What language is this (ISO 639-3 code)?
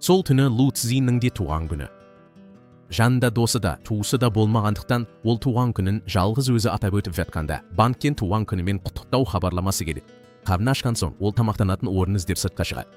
kaz